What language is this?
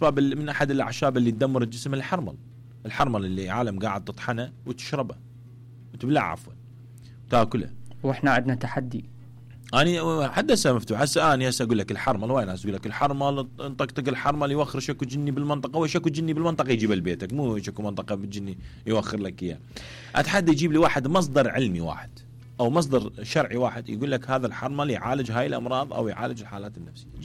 Mesopotamian Arabic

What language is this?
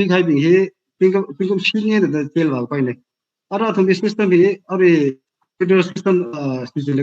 Tangkhul Naga (India)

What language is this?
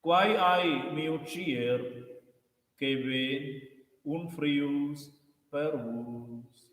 Romansh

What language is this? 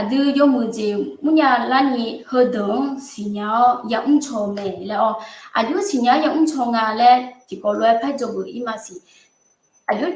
Akha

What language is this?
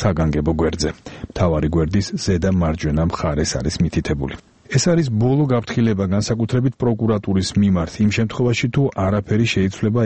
Georgian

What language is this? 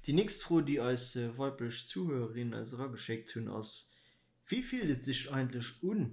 Luxembourgish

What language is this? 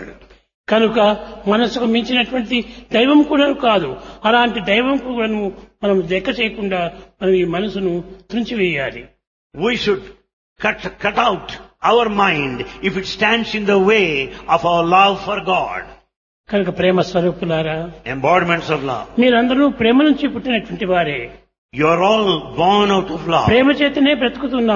Telugu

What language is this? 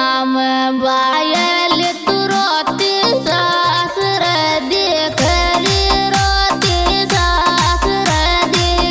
Bhojpuri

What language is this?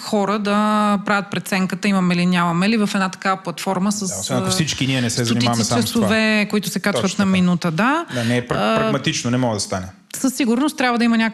Bulgarian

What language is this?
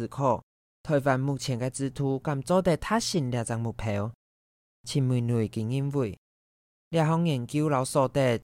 Hakka Chinese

